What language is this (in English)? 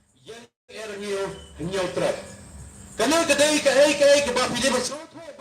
Khasi